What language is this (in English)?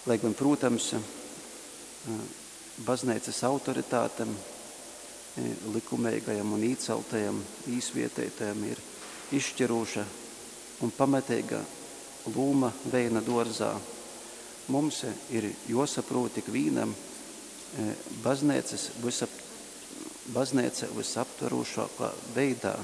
Latgalian